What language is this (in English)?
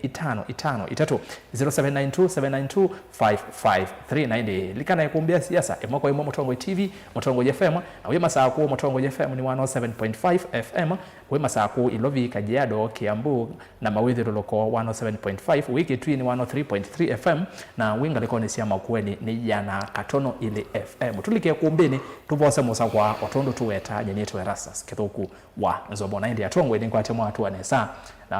Kamba